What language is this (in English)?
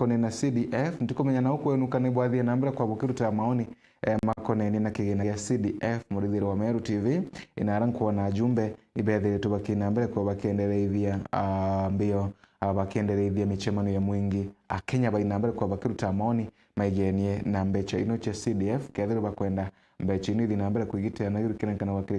Meru